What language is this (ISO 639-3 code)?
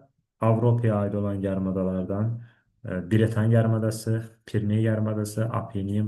aze